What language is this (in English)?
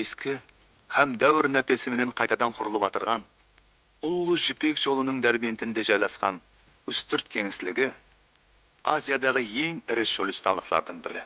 Kara-Kalpak